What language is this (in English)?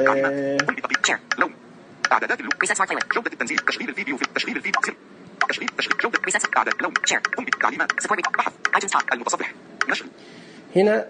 Najdi Arabic